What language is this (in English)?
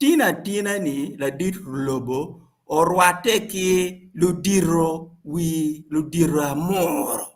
Acoli